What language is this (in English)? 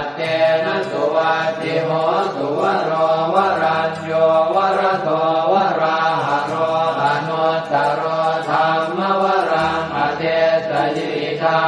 Pali